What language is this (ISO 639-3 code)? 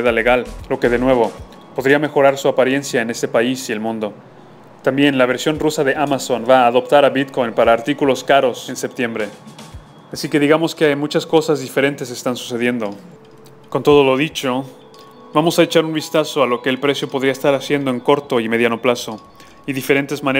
spa